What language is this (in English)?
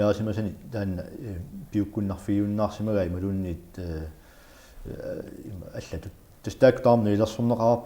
Kalaallisut